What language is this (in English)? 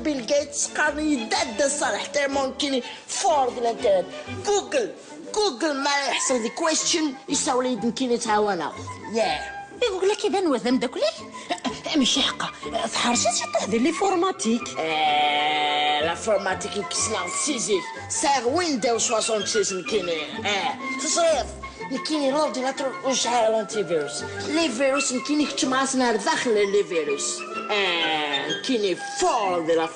Kabyle